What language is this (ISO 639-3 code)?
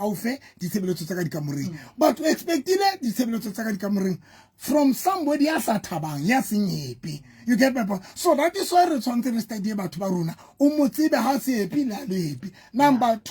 sot